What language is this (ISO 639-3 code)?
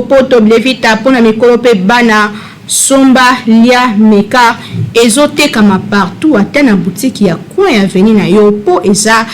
lin